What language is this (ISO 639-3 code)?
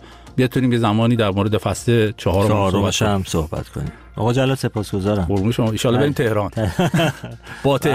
fas